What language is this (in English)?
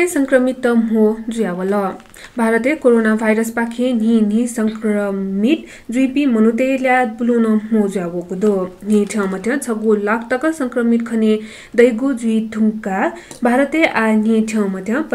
Newari